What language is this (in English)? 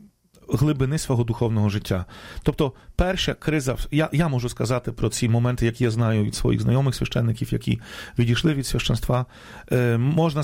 Ukrainian